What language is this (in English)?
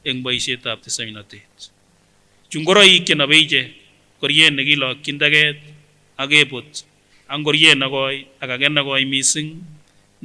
Kipsigis